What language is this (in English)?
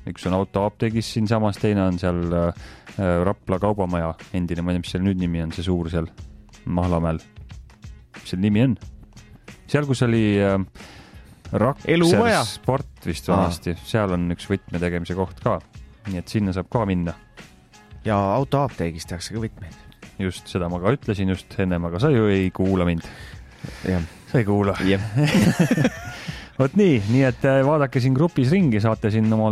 Estonian